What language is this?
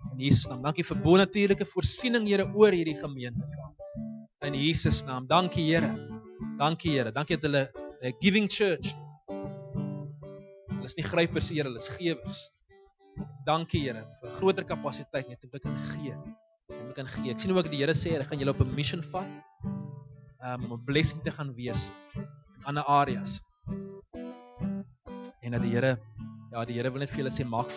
Afrikaans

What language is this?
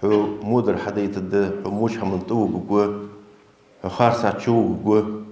Ingush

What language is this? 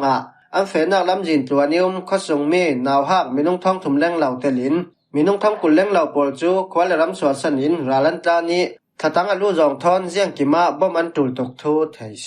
Falam Chin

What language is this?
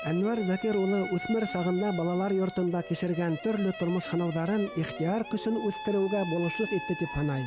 Bashkir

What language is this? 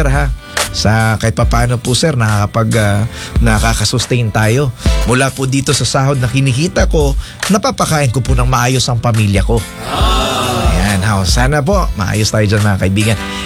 Filipino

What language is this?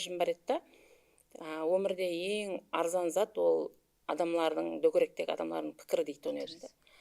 Kara-Kalpak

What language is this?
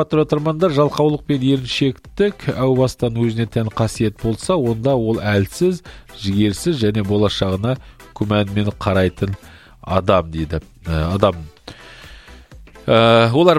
Kazakh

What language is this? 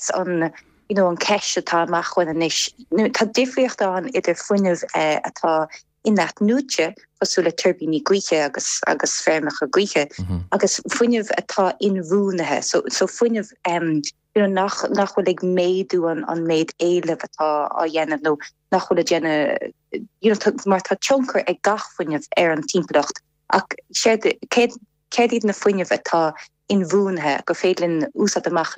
Irish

